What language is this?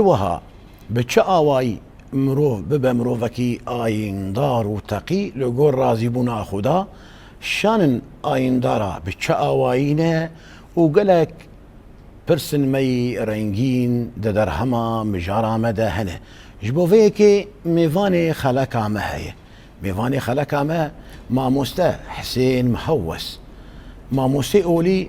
Kurdish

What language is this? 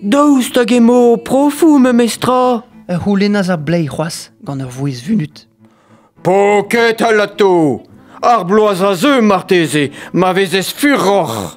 Breton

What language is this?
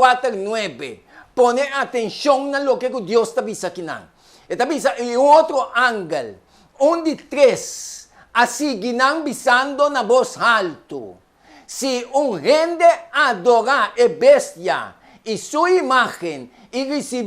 Papiamento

